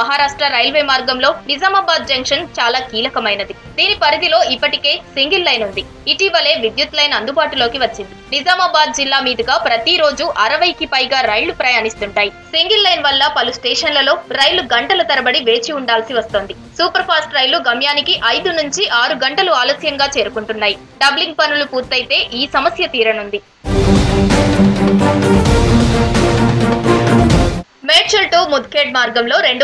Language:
Telugu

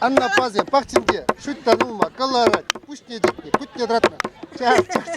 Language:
Chuvash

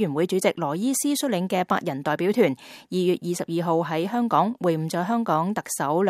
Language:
Cantonese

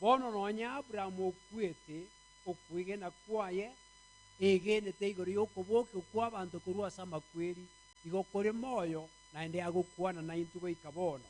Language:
Gusii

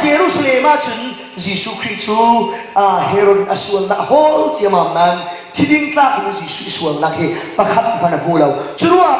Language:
Falam Chin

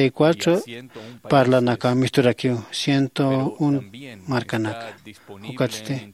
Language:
Aymara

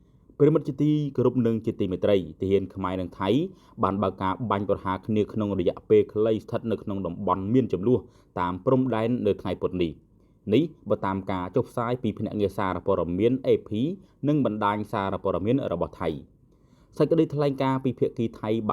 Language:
Khmer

